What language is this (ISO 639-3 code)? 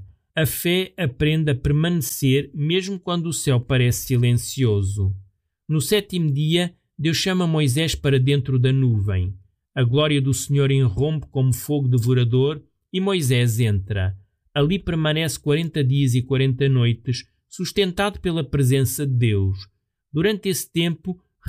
por